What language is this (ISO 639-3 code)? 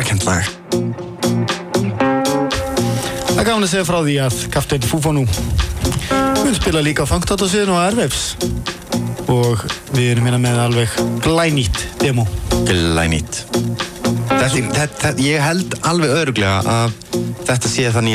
isl